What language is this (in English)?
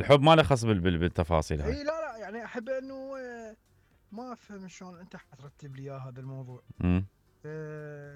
Mesopotamian Arabic